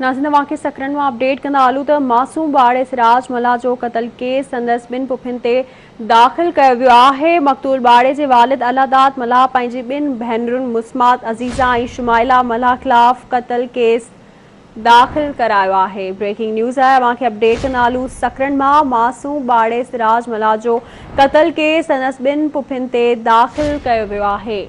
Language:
Sindhi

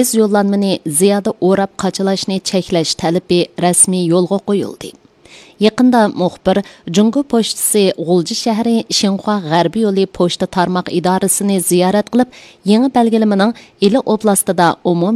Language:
Uyghur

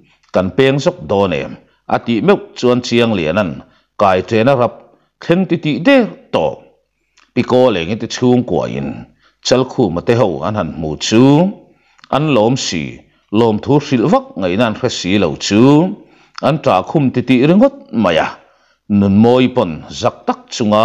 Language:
Mizo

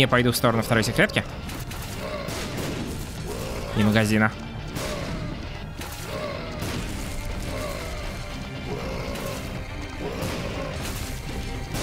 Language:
Russian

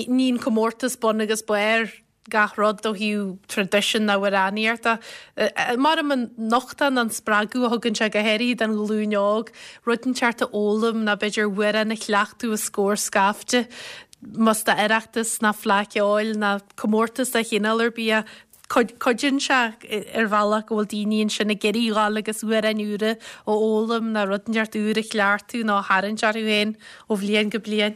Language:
Irish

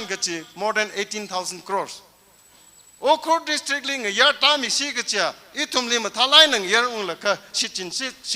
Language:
Tangkhul Naga (India)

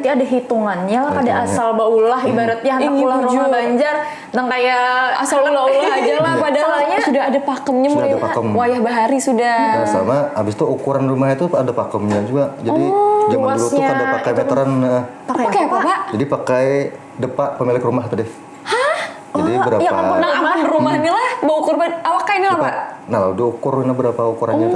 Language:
Banjar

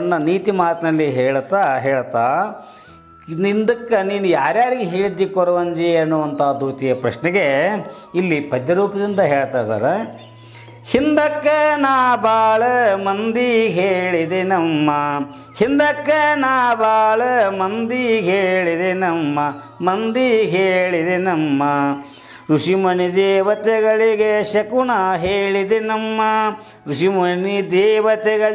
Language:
Kannada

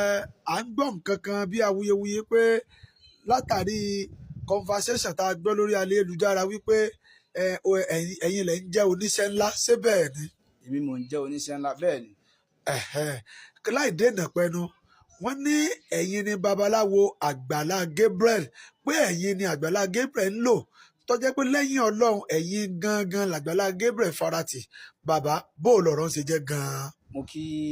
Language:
Yoruba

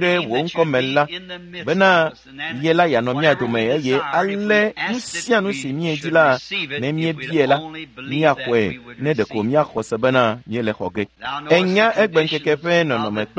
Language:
Ewe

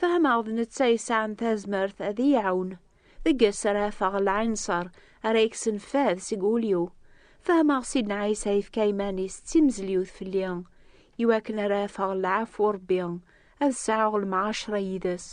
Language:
Kabyle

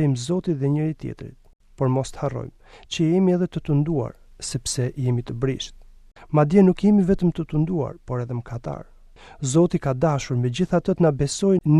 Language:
Albanian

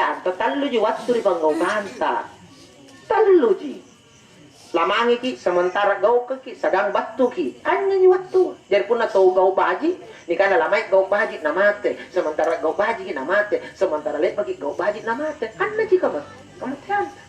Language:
Makasar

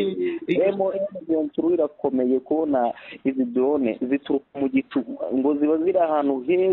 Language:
Kinyarwanda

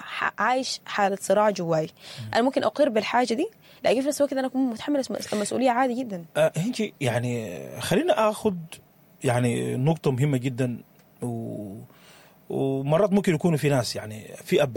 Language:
Sudanese Arabic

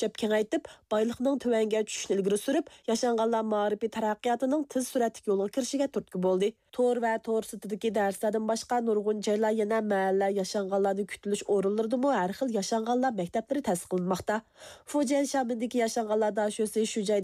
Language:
Uyghur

